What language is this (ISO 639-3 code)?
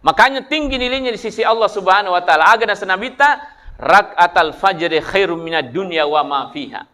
bug